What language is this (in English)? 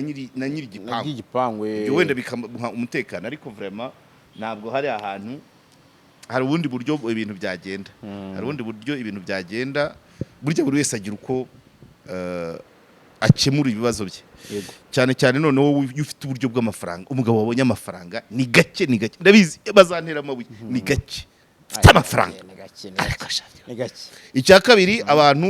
Kinyarwanda